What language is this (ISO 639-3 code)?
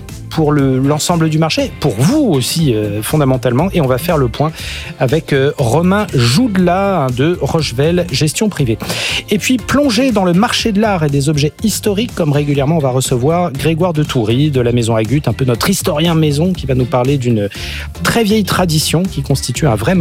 fra